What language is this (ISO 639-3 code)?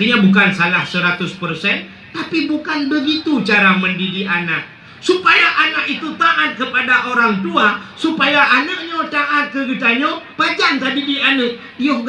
ace